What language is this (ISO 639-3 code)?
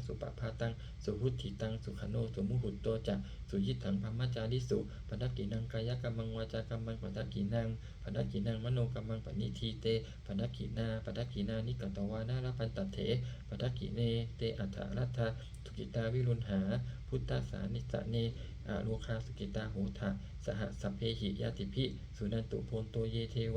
pli